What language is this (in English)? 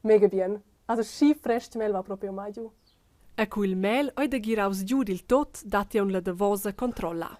Romansh